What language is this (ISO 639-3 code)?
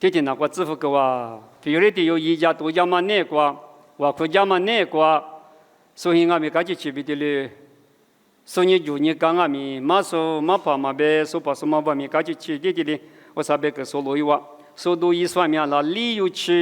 lis